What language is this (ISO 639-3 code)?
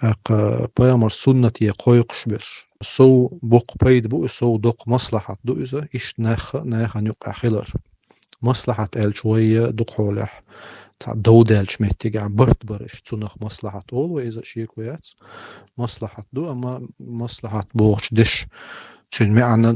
che